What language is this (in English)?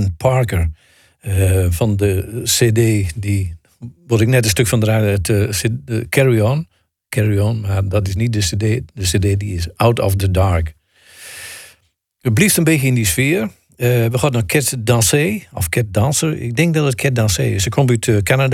Dutch